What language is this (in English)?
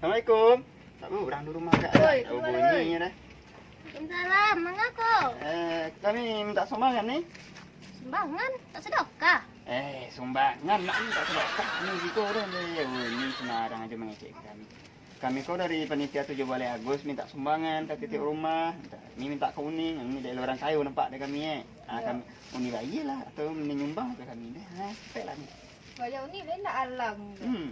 Minangkabau